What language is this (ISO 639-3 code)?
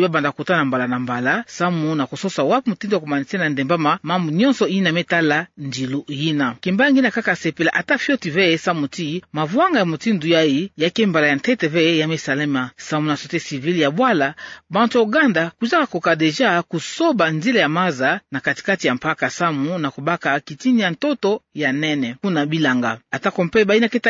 ktu